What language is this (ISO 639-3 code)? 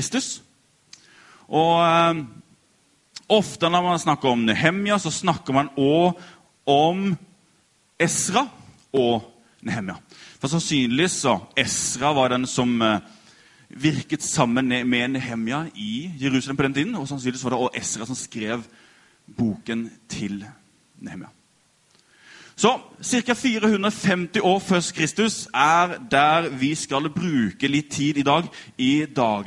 nor